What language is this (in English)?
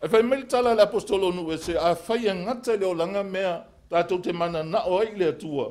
Samoan